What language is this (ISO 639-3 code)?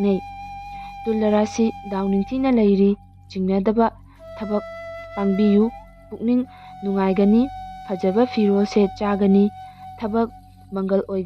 mni